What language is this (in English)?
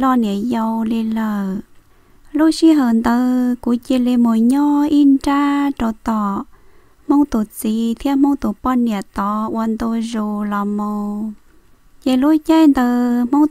Vietnamese